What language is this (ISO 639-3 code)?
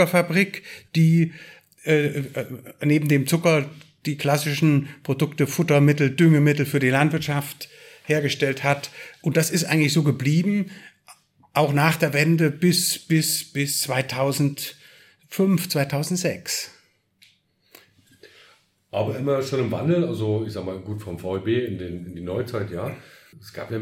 deu